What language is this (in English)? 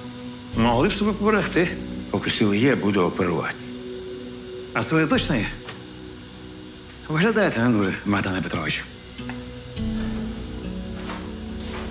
Ukrainian